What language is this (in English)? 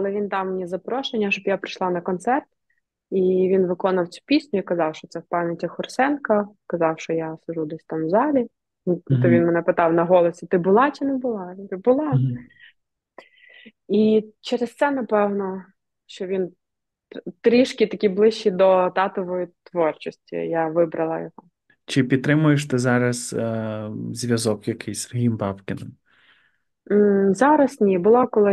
Ukrainian